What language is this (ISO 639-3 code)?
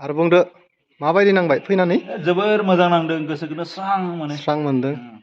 brx